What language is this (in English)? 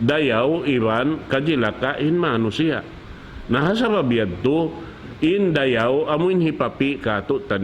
Tausug